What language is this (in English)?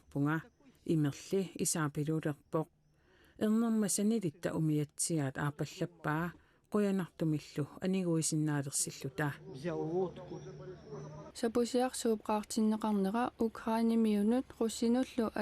Kalaallisut